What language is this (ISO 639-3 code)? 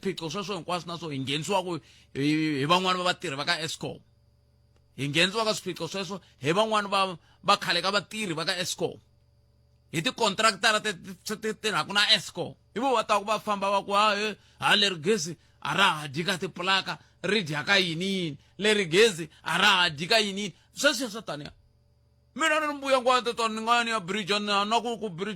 tso